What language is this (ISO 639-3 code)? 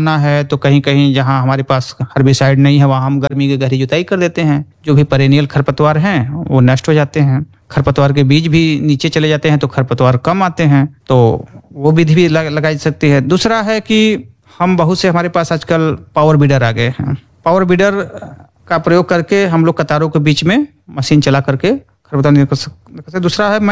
hin